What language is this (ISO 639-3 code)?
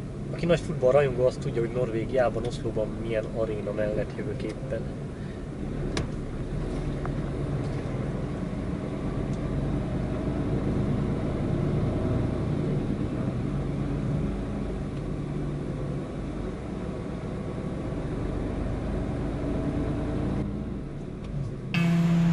hun